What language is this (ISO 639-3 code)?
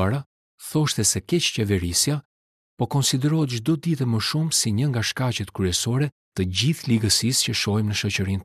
sqi